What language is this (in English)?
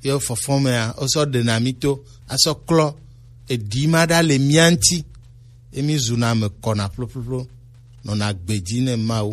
Gen